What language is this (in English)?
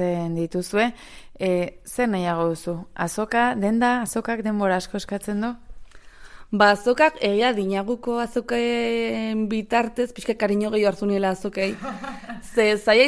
Basque